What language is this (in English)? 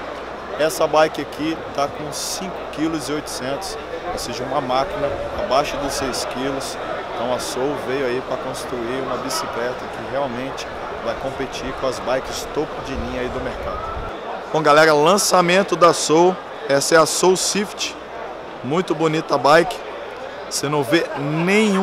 Portuguese